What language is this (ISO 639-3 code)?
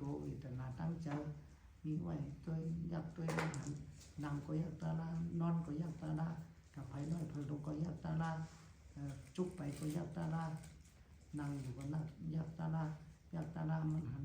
shn